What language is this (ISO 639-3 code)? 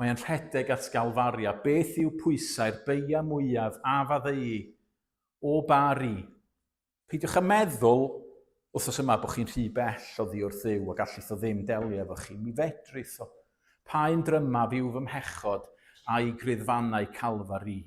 cym